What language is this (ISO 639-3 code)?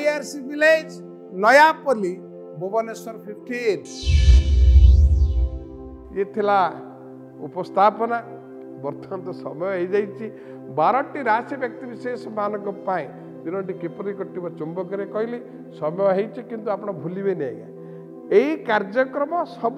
ori